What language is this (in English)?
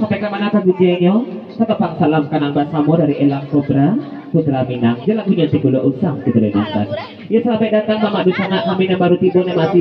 Minangkabau